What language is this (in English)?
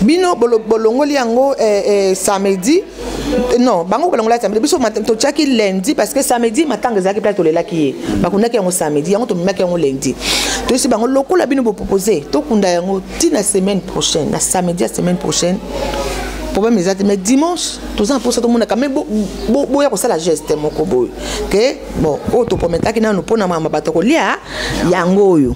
Lingala